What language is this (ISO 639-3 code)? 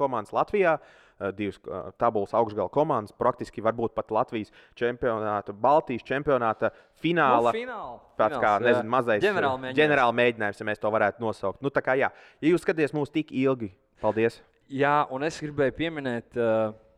lav